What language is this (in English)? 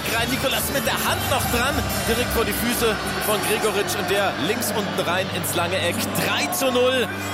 German